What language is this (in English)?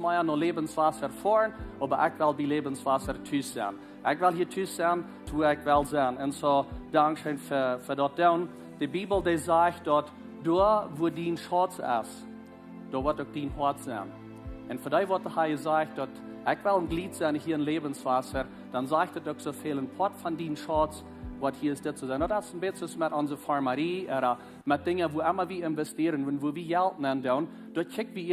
Plautdietsch